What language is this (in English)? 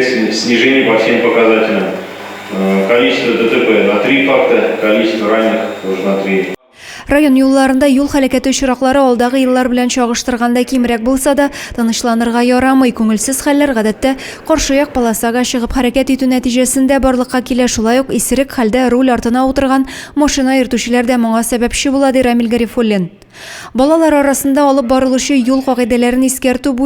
Tatar